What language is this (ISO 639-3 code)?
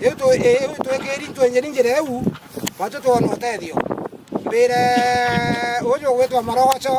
mer